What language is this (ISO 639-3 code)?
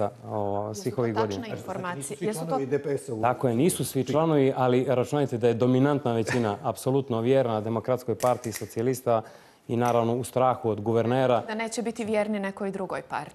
bos